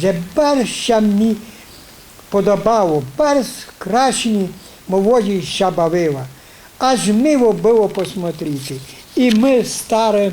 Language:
Rusyn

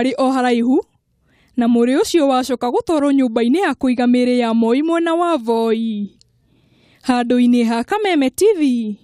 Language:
Kikuyu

